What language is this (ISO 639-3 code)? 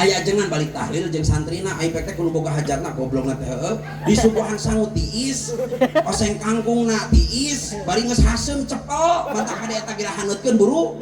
sun